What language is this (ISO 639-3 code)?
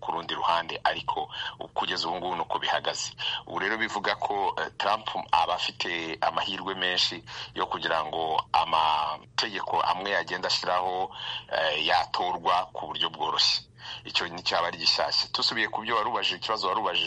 kin